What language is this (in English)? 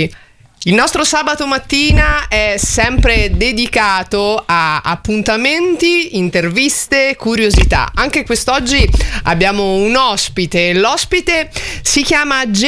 Italian